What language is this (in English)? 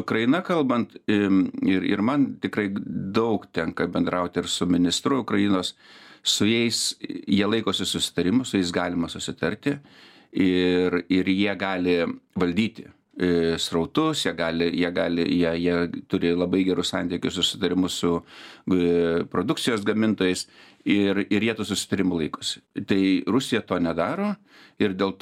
Lithuanian